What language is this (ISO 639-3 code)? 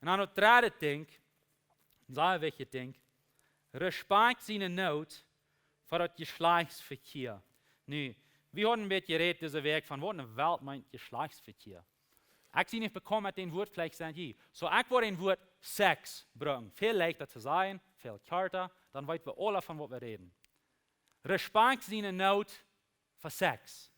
pdt